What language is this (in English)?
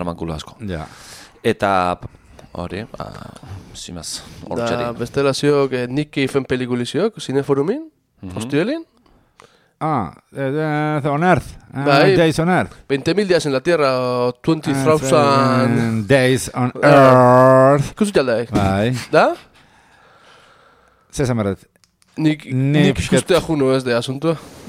Basque